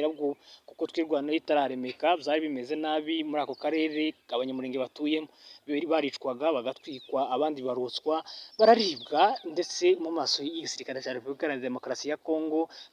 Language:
Kinyarwanda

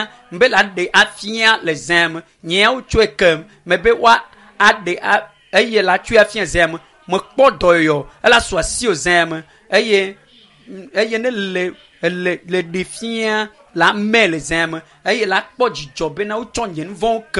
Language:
Ewe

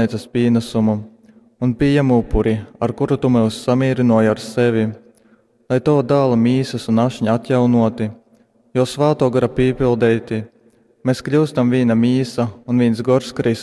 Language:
Latgalian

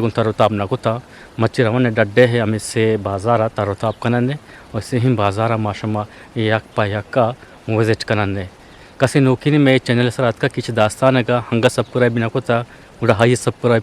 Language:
Eastern Balochi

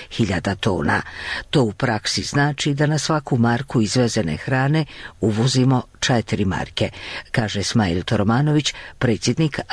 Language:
Bosnian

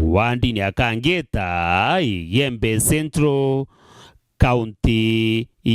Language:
Meru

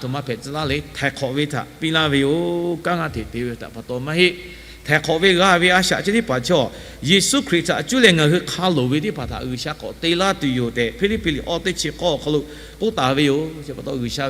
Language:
Lahu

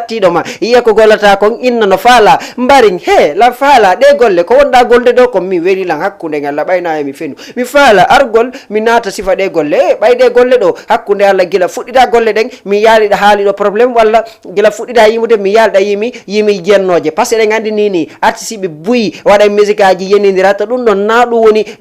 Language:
Fula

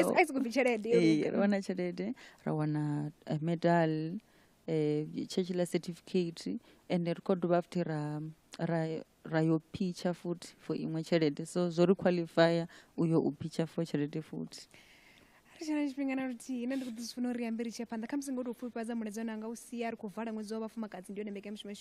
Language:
Venda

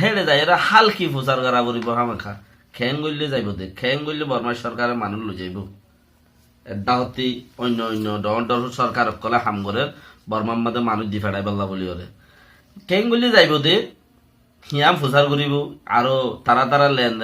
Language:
Rohingya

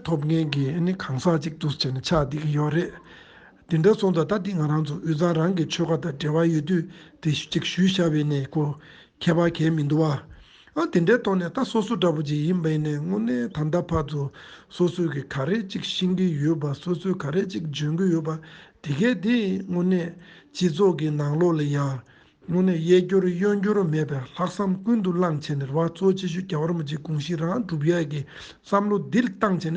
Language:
Tibetan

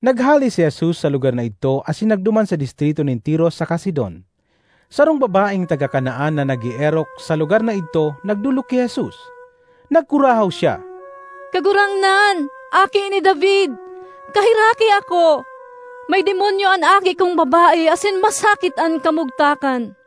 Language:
Bikol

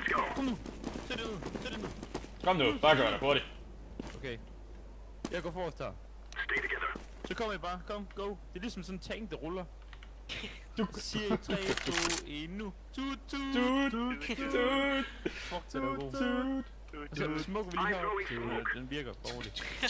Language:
Danish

